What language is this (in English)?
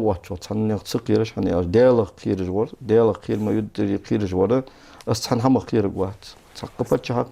Ingush